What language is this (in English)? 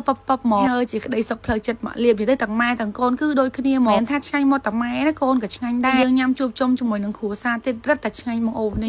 Khmer